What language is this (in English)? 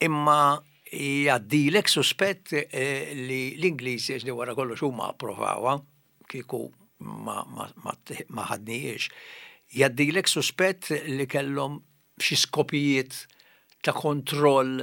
Maltese